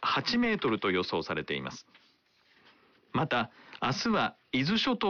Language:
Japanese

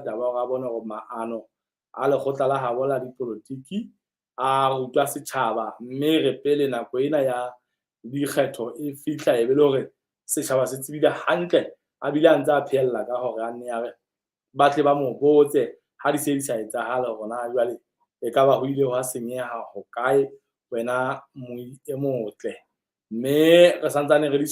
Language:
Southern Sotho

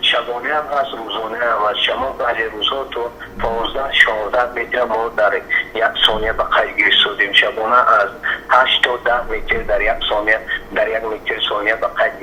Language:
Tajik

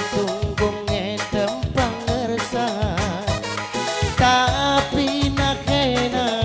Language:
Batak Karo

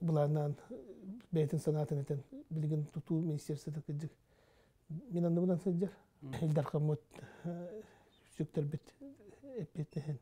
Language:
Yakut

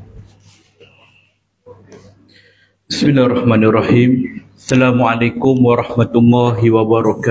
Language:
Malay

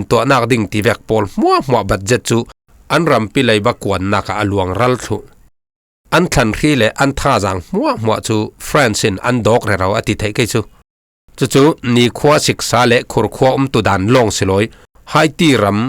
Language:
Falam Chin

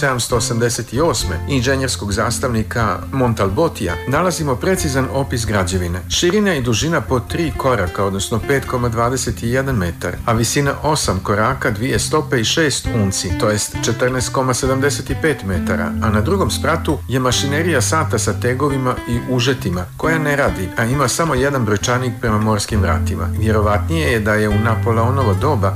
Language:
Serbian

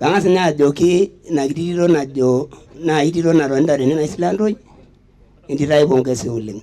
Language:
Masai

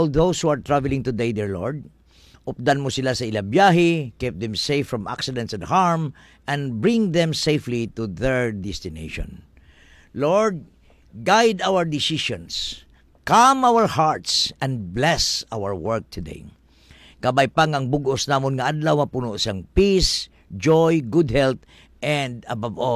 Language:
Hiligaynon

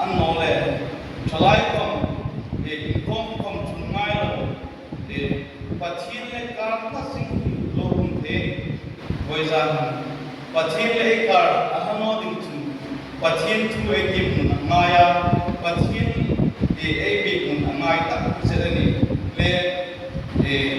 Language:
Hmar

